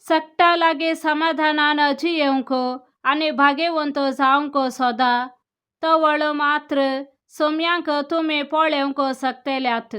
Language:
Konkani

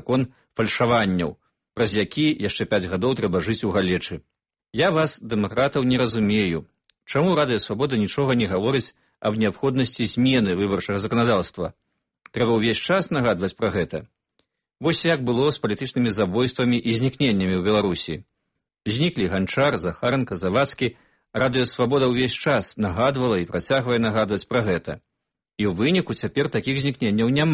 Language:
Belarusian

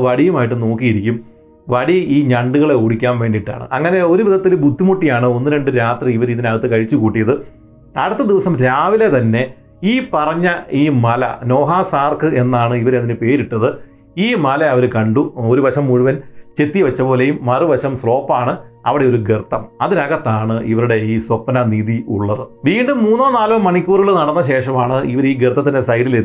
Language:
Malayalam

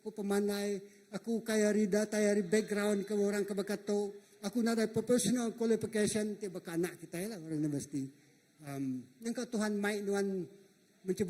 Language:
Iban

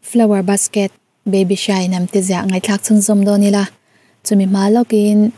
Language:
Mizo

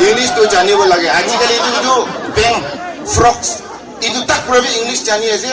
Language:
Naga Pidgin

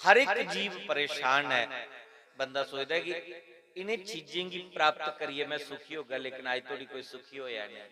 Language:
Dogri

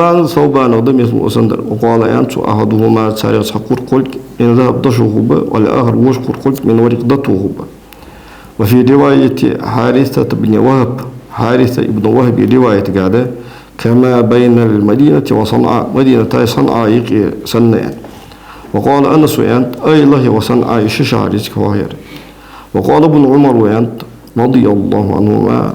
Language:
Ingush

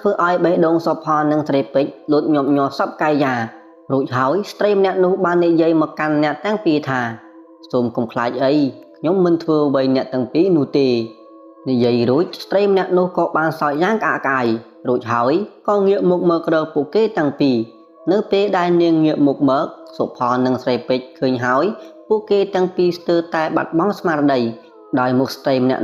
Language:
Khmer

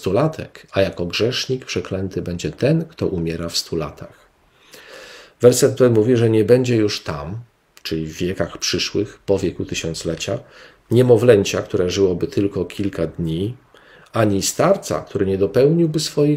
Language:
Polish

